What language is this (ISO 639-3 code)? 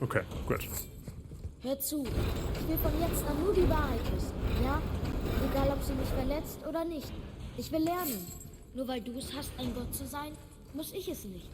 bar